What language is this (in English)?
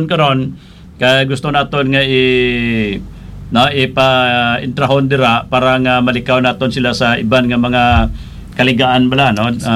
Hiligaynon